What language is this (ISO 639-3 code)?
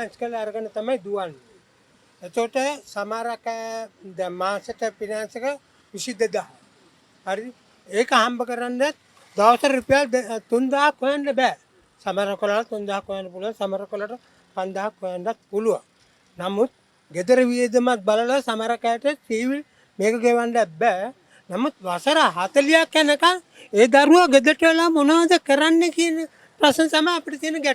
sin